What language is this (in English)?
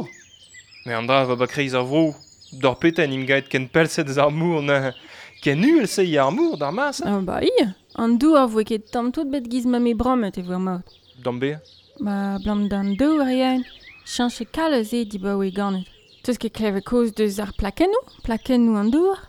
Breton